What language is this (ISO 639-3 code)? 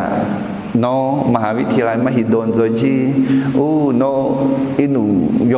ahk